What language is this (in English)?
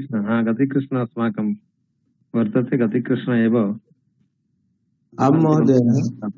Sanskrit